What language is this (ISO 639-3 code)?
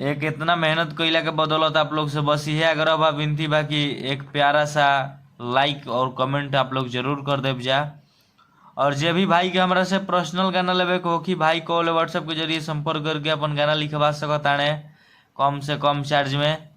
bho